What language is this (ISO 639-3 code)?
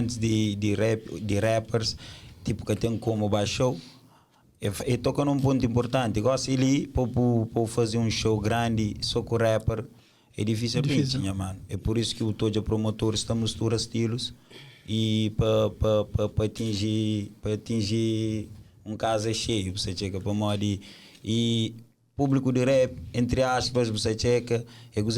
kea